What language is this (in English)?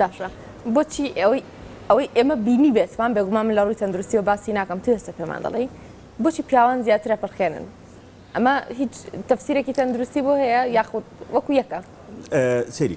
Central Kurdish